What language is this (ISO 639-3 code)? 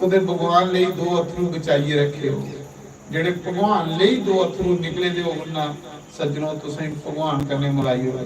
doi